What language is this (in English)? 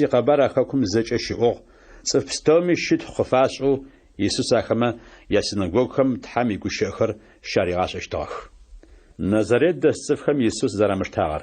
Adyghe